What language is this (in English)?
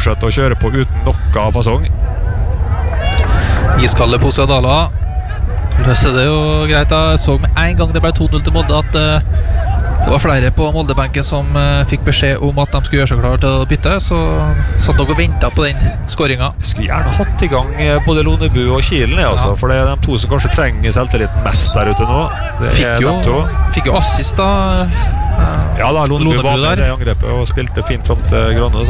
Norwegian